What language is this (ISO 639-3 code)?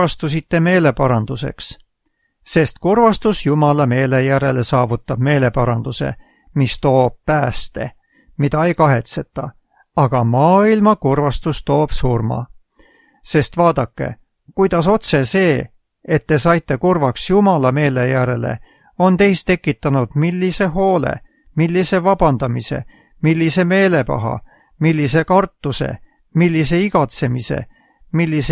est